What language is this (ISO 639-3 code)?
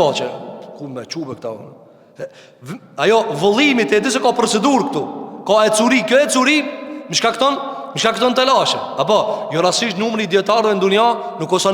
sqi